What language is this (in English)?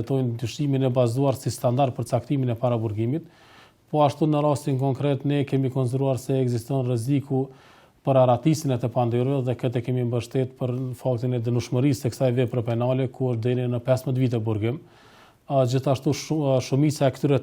Albanian